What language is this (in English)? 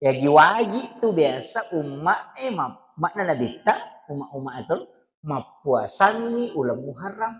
Buginese